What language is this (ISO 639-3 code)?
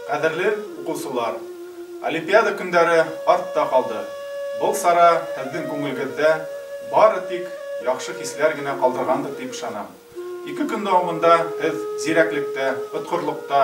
bak